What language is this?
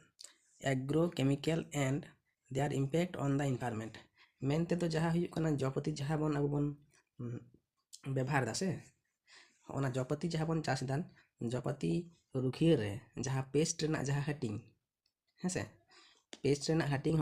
Santali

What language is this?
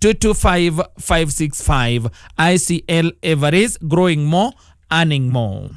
Kikuyu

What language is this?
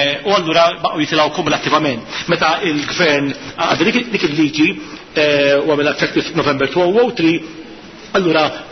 Maltese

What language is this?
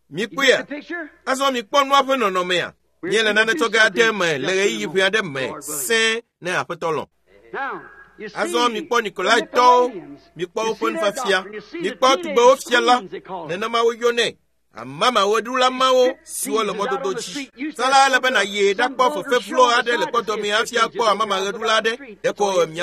Ewe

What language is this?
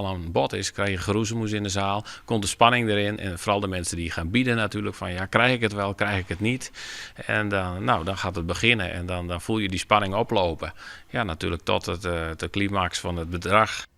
Western Frisian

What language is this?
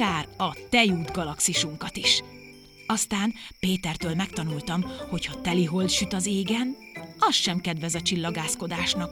Hungarian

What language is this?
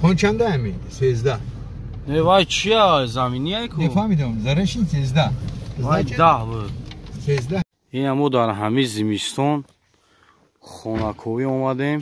Tajik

